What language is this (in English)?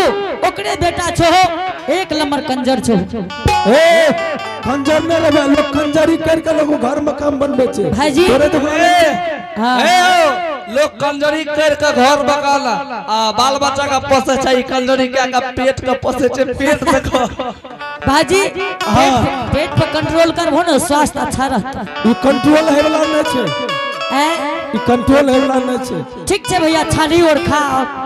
Angika